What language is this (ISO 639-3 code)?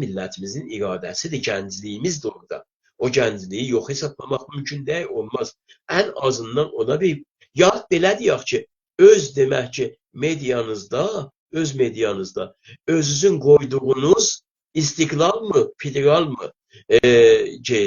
azb